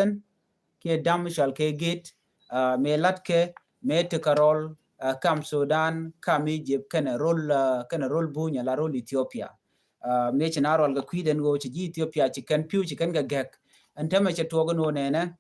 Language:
Nuer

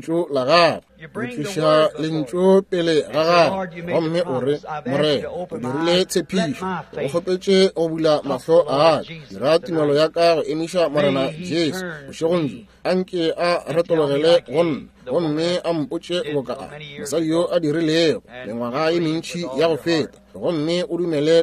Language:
Northern Sotho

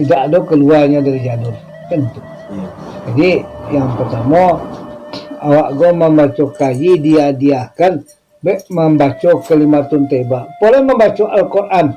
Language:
Minangkabau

